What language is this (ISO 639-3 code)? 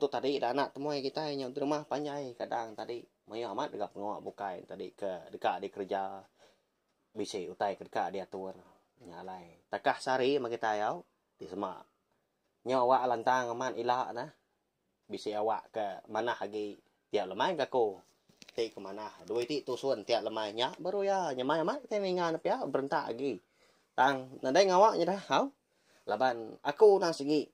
iba